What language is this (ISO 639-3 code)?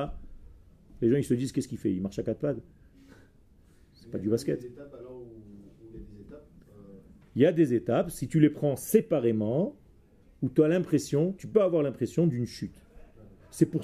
fra